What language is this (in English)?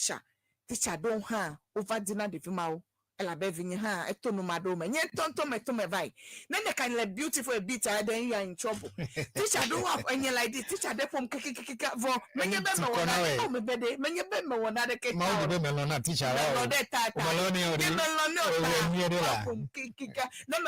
Ewe